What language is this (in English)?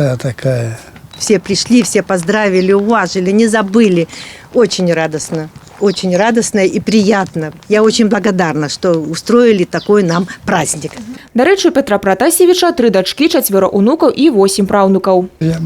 Belarusian